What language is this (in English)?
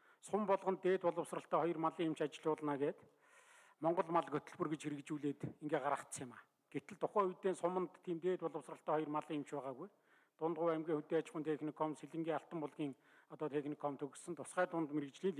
Mongolian